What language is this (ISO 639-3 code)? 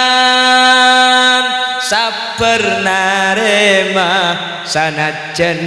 mad